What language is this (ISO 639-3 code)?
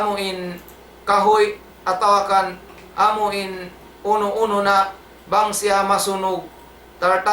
tsg